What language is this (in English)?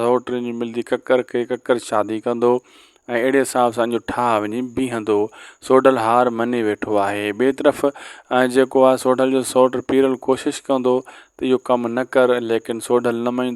Sindhi